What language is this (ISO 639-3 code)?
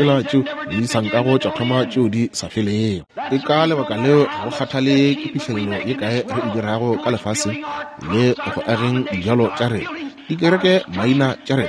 nso